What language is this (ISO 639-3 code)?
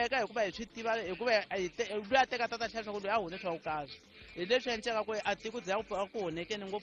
tso